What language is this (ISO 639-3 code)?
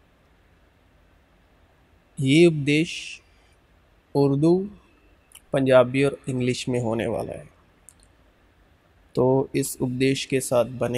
hin